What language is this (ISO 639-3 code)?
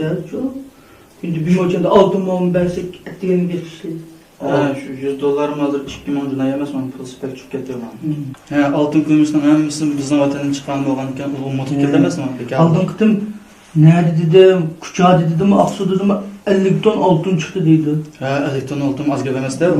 uig